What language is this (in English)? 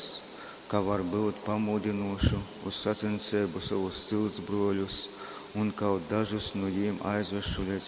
Latgalian